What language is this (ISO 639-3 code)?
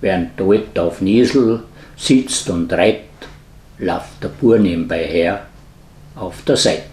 bar